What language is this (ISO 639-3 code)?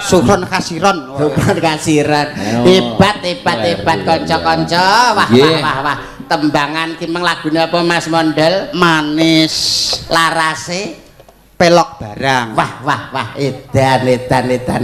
jav